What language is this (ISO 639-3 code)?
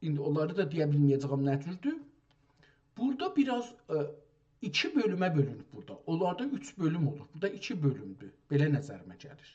azb